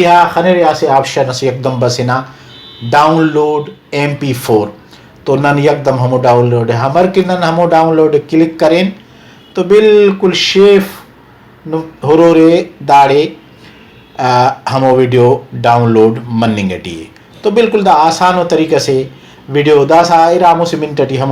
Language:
Brahui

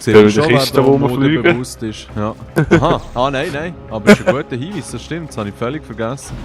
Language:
Swiss German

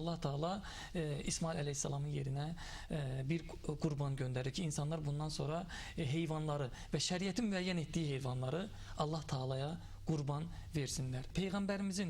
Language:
Azerbaijani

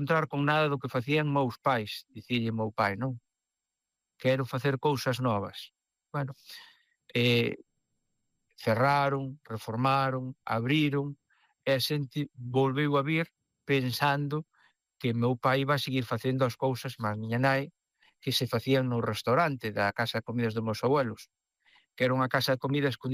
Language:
Galician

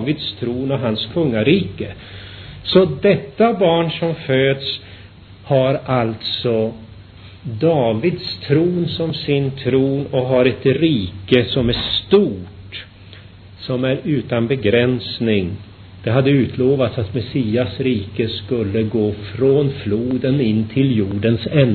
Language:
Swedish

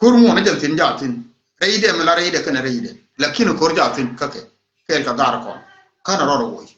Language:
Nuer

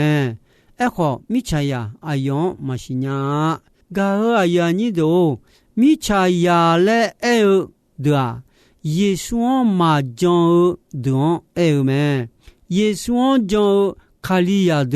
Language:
Akha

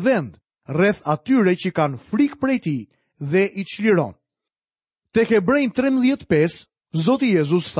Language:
Albanian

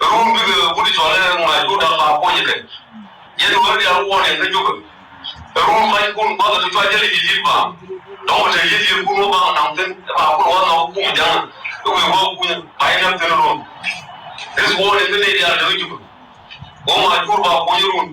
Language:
Nuer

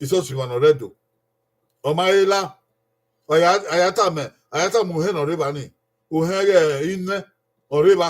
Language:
Bini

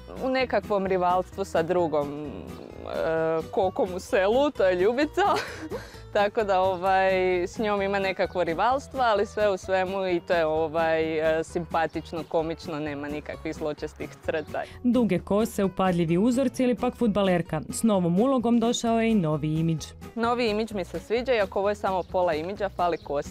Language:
Croatian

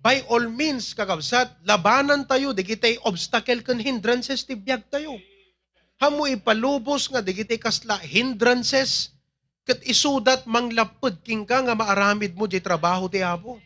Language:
Iloko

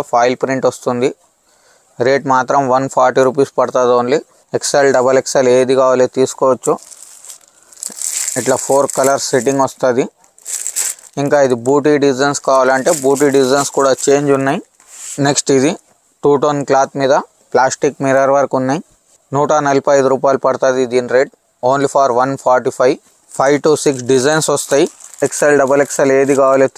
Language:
Telugu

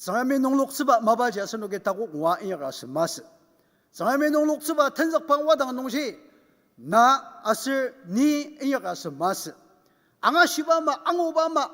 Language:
Ao Naga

